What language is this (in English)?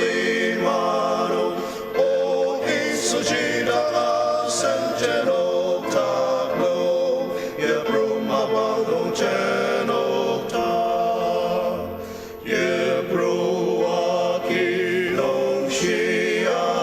Ao Naga